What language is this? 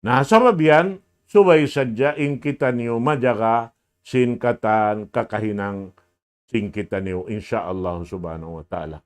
Tausug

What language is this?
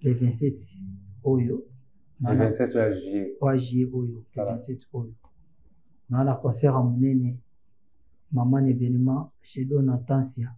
Lingala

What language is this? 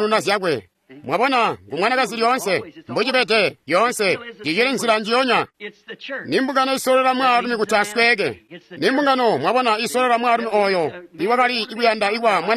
Tonga (Zambia)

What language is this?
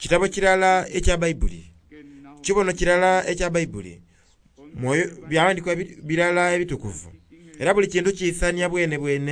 Soga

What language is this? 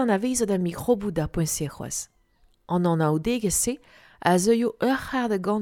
Breton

